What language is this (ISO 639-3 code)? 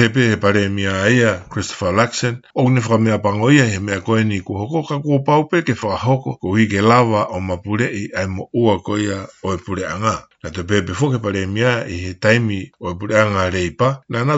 ton